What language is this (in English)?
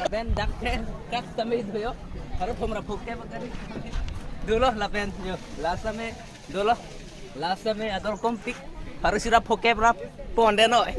Karbi